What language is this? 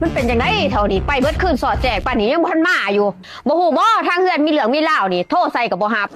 Lao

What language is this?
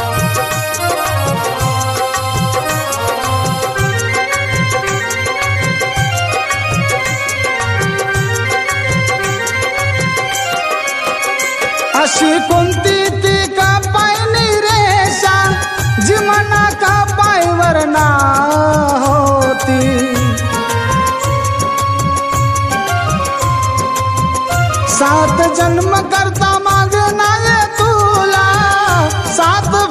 Marathi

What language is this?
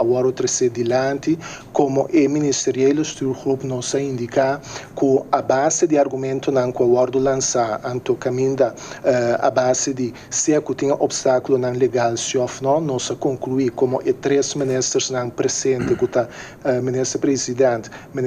Papiamento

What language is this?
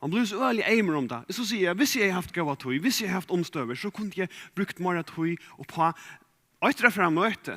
Faroese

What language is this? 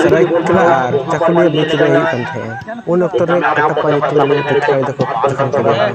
Santali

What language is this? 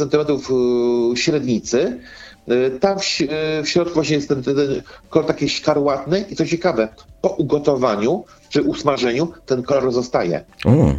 Polish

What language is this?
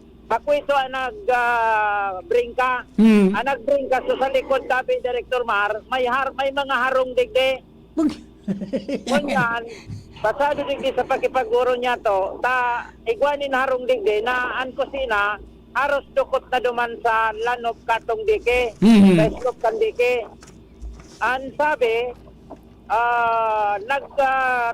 Bikol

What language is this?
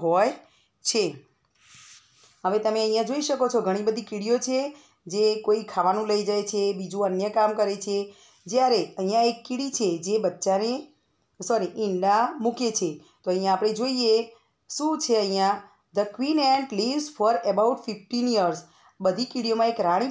Gujarati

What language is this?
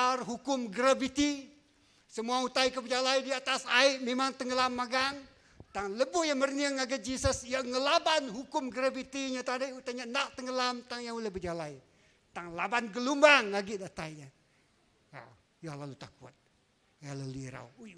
Iban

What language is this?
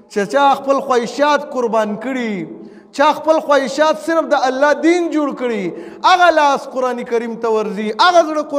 Pashto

